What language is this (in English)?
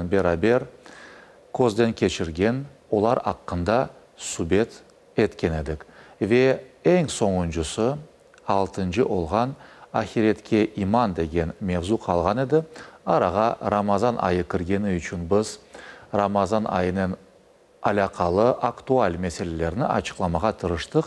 Crimean Tatar